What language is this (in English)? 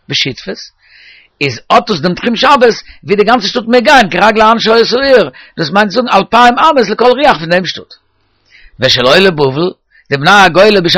Yiddish